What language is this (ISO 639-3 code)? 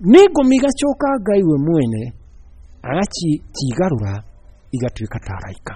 kik